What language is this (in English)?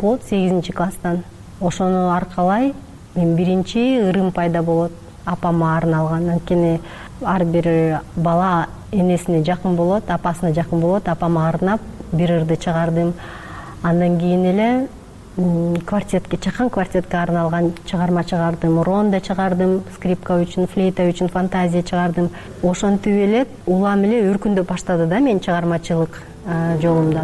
Kyrgyz